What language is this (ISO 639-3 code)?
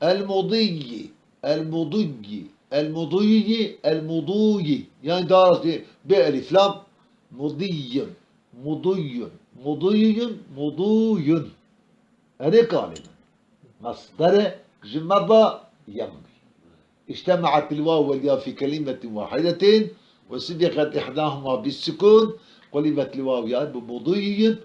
kur